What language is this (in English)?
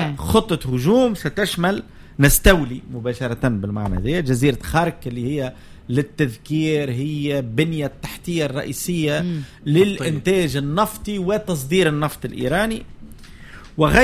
Tunisian Arabic